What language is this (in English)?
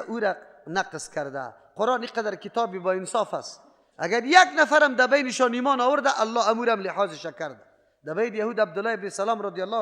Persian